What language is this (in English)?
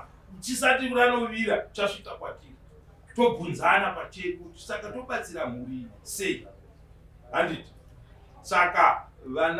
Shona